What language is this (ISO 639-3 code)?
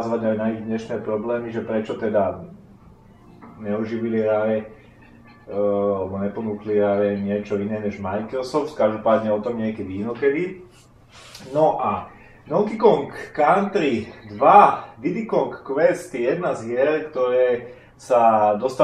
slk